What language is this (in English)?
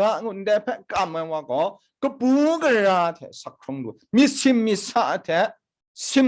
Kachin